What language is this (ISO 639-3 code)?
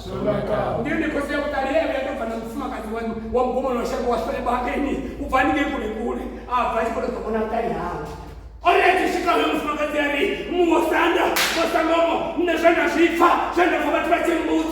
ven